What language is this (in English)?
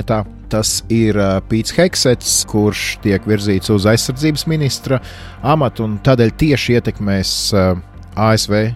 Latvian